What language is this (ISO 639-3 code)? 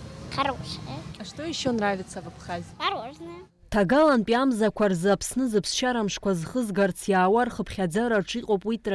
abk